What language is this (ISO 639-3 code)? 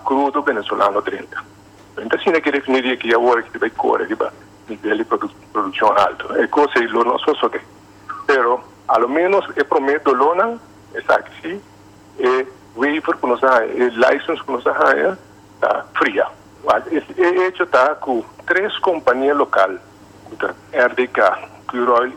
pap